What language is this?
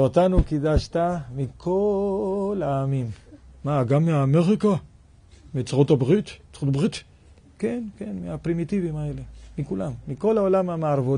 Hebrew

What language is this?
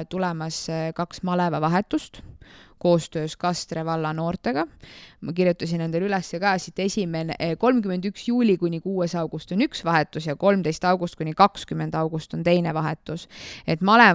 Estonian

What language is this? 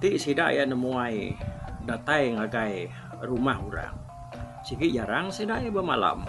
Iban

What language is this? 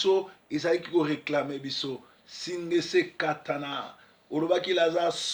Lingala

